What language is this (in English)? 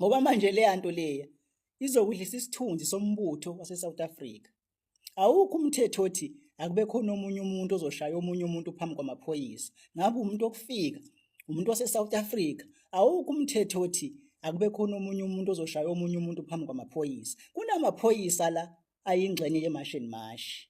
Zulu